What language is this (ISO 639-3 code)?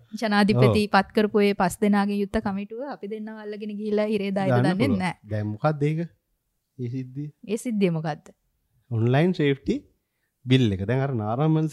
sin